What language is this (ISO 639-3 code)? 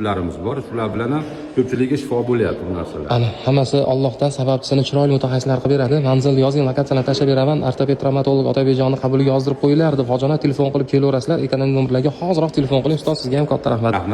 uzb